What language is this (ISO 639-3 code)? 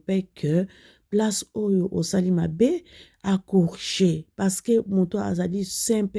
lin